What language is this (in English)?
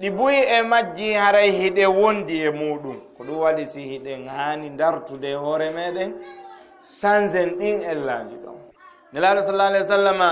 Fula